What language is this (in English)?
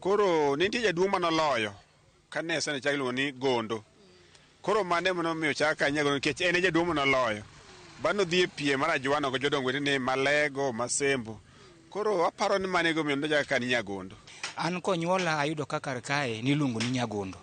Luo (Kenya and Tanzania)